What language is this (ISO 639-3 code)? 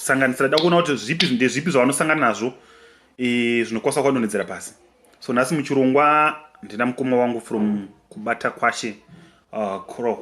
sna